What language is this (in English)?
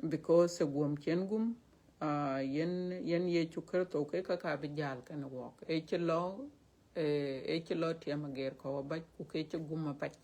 Dinka